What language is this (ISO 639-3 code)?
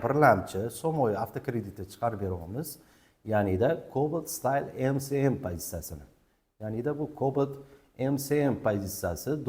uzb